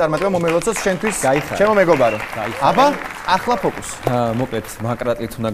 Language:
Georgian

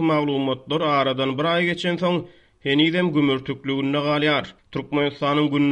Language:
Turkmen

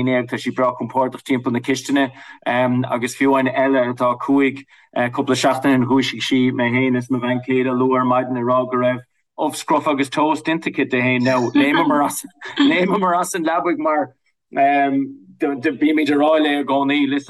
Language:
Irish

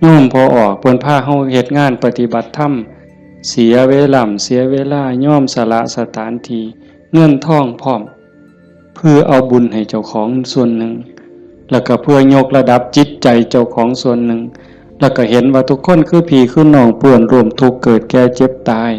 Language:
Northeastern Thai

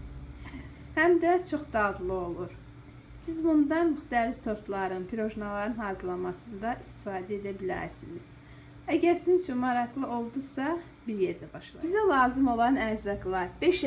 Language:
Azerbaijani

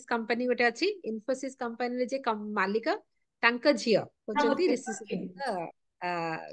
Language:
Odia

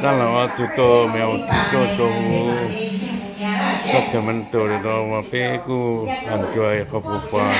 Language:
Hmong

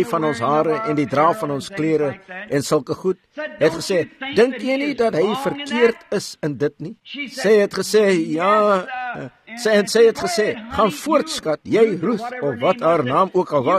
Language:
Afrikaans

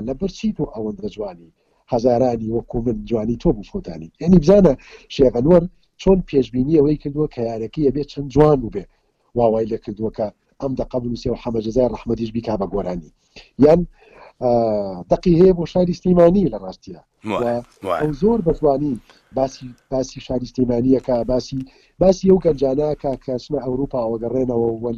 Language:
Central Kurdish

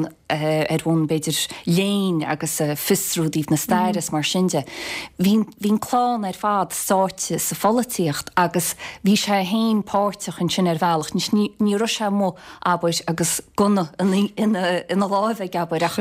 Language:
Irish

